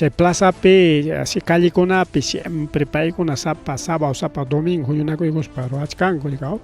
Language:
Ayacucho Quechua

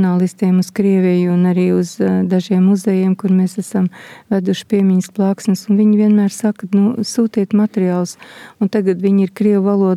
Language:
Latvian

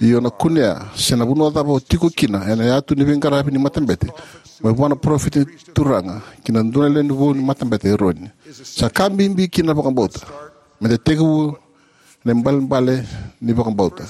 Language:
Fijian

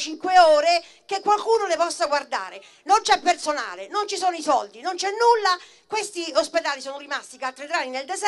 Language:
Italian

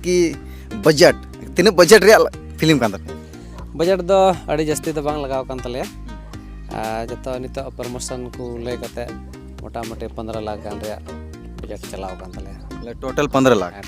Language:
Santali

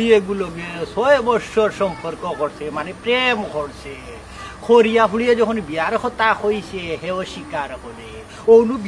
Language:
Sylheti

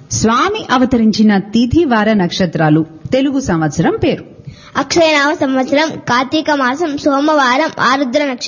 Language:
Telugu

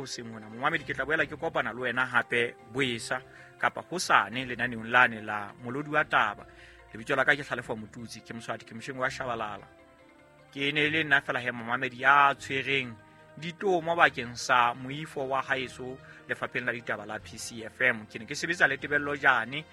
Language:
Southern Sotho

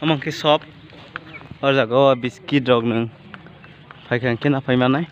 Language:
Kok Borok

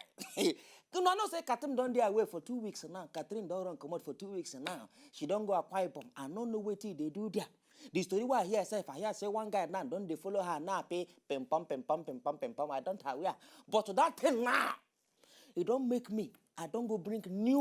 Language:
Nigerian Pidgin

